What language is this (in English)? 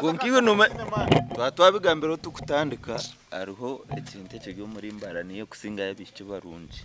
Nyankole